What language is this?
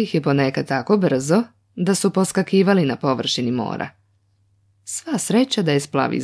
Serbian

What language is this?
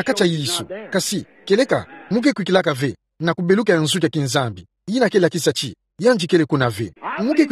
Kituba (Democratic Republic of Congo)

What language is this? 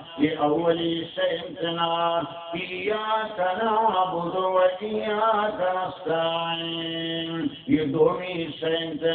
Baluchi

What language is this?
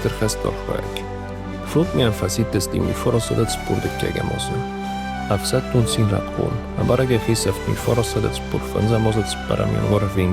Ossetic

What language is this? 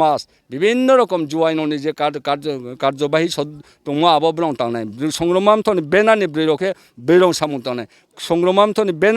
Riang (India)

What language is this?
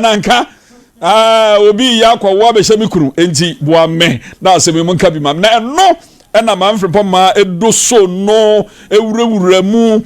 Akan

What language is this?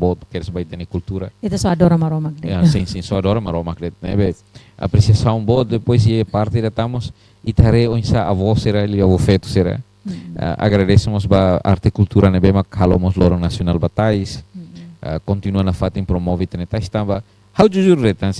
Tetum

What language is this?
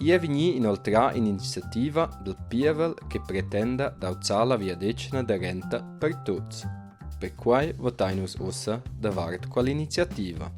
Romansh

